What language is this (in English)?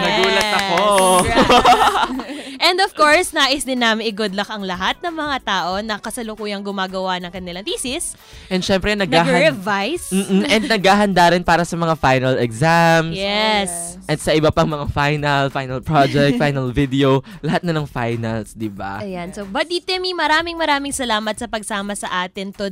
Filipino